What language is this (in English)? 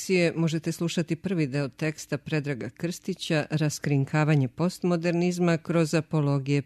Serbian